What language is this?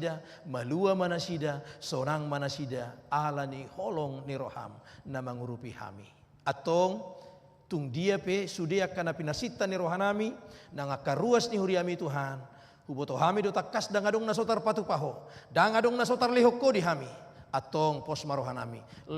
Batak Toba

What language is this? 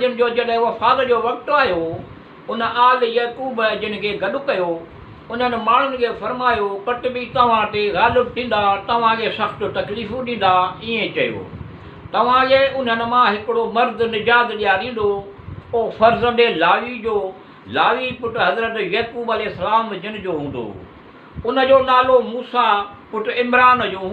Sindhi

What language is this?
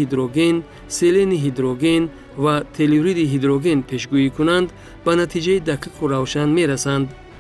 Tajik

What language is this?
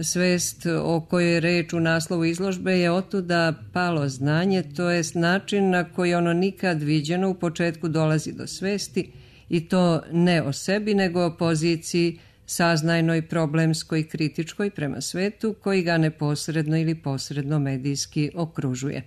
Serbian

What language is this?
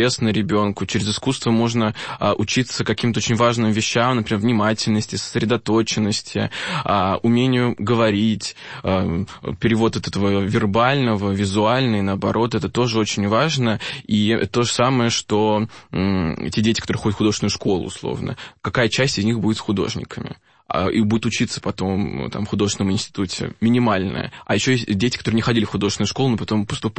Russian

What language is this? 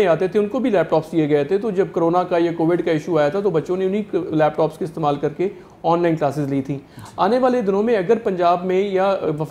Urdu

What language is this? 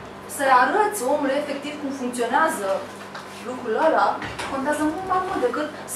Romanian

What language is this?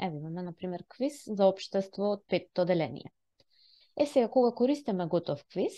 Macedonian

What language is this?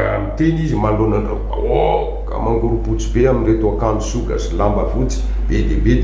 Malagasy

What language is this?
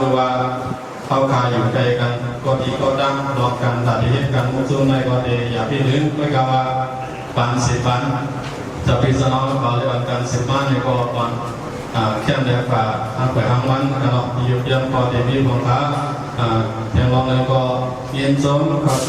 Shan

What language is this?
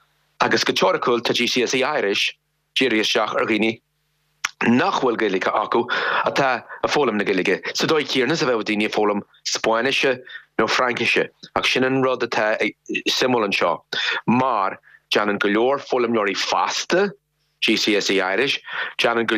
Irish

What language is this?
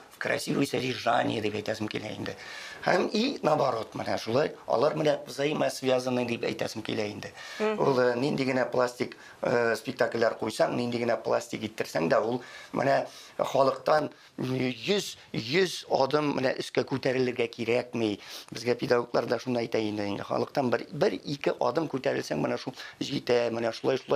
Tatar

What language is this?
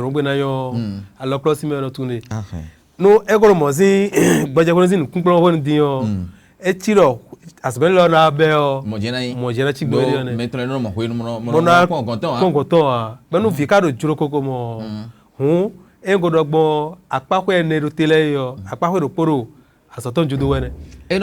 Fon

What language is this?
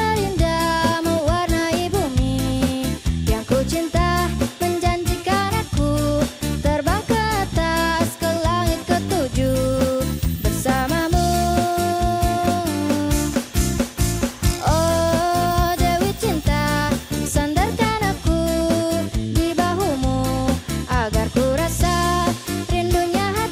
Indonesian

